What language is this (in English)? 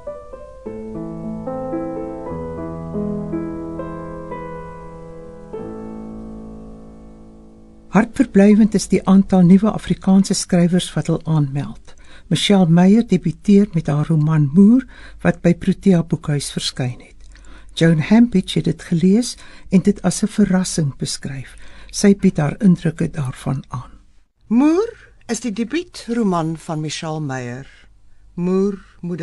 Afrikaans